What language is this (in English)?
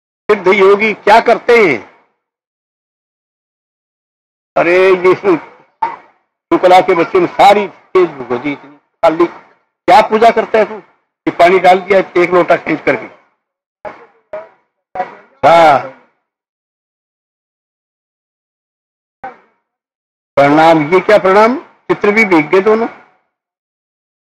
Hindi